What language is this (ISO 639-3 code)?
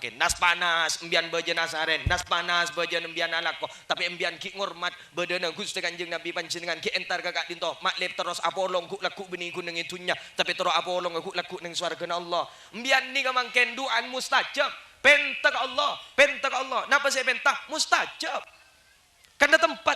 mad